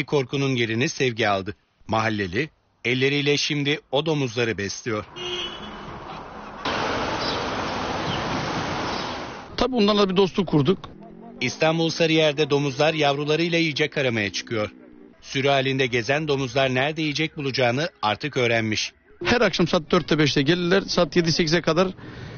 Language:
Turkish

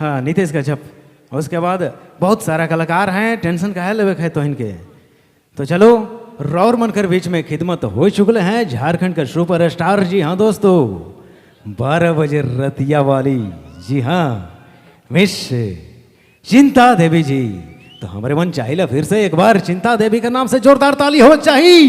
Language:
Sadri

